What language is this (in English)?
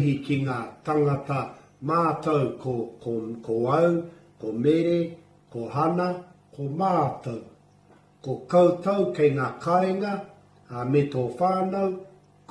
Māori